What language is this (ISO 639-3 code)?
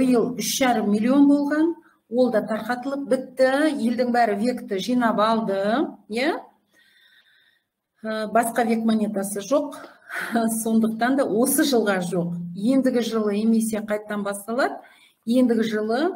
kaz